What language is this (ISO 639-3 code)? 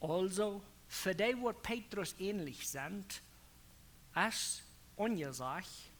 pdt